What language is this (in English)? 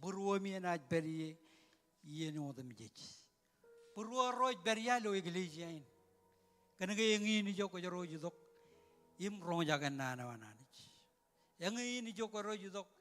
Marshallese